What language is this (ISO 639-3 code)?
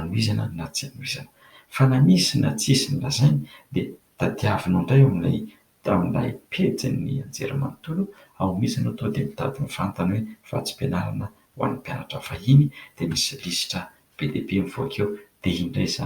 mlg